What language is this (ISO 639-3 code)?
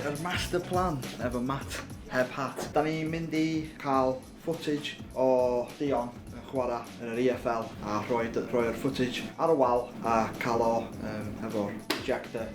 cym